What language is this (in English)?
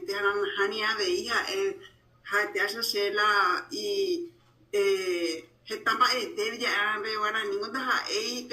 Guarani